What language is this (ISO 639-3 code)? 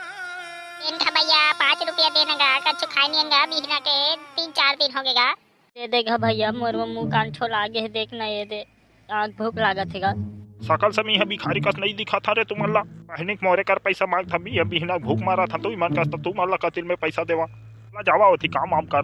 hne